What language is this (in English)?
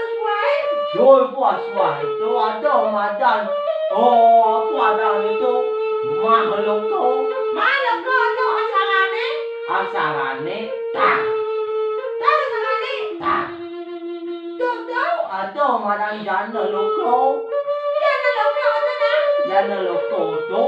Balinese